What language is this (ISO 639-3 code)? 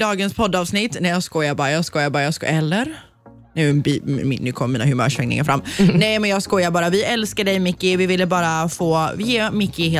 swe